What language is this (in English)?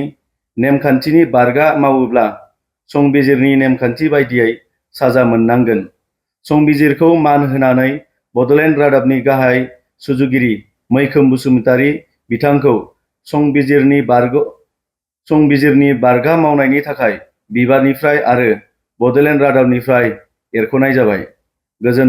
Bodo